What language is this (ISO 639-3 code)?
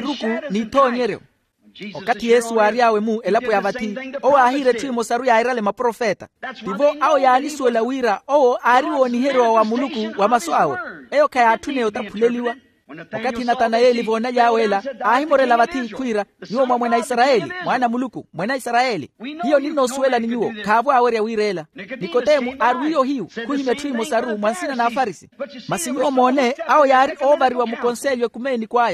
vmw